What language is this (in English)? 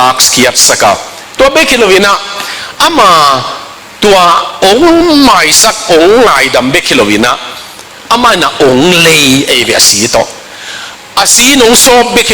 Tedim Chin